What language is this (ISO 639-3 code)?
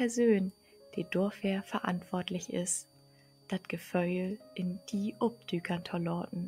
nds